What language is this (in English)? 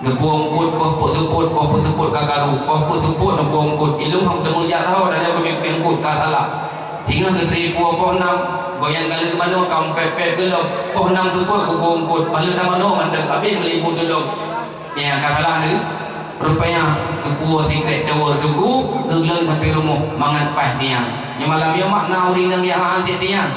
Achinese